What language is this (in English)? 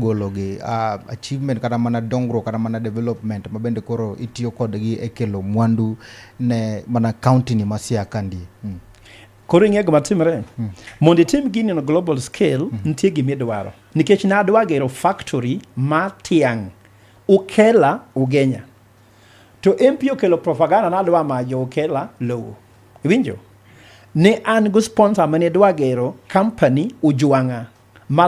Luo (Kenya and Tanzania)